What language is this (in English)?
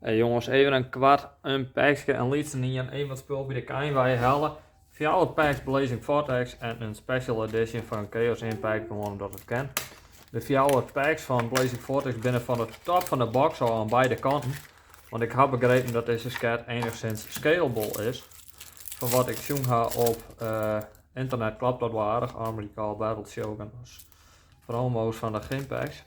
Western Frisian